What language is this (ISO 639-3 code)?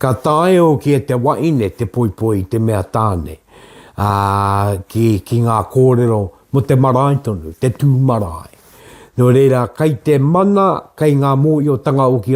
mri